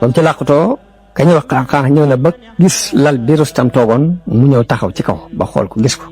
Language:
Wolof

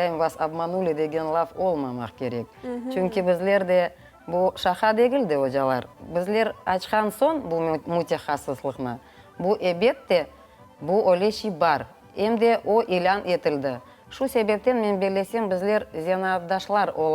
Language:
Crimean Tatar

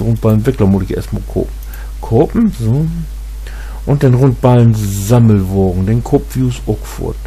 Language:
Low German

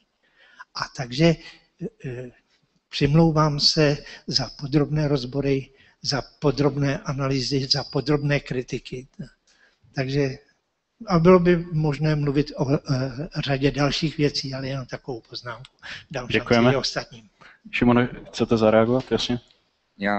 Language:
Czech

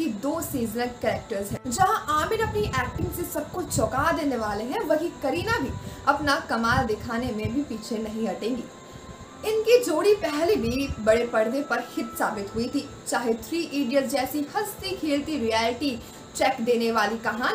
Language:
Hindi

